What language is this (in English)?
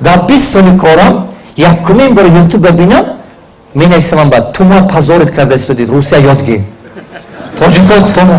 Tajik